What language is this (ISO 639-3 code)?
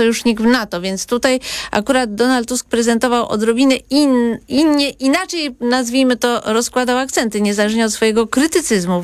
pol